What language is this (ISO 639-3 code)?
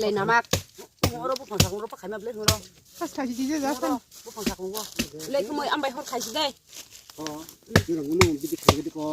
trp